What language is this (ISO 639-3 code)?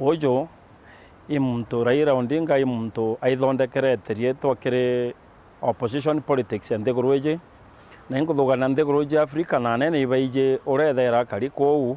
mer